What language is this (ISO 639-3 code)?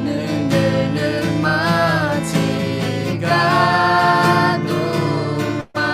ahk